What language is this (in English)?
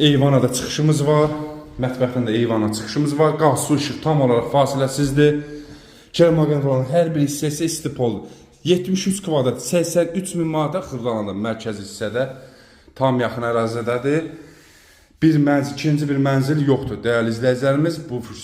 Azerbaijani